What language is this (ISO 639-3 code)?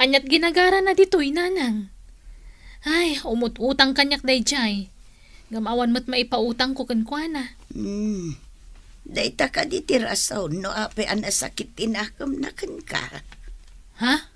ilo